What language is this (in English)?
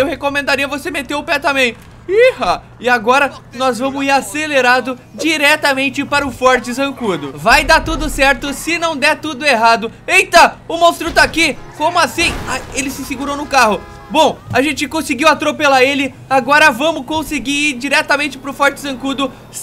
Portuguese